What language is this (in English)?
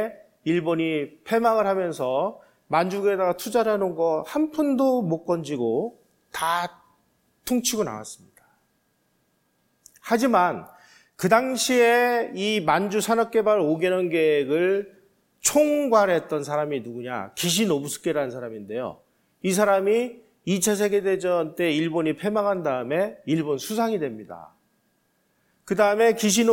Korean